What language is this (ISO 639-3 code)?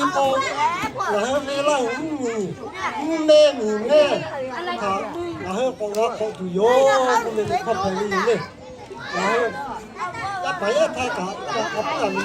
lhu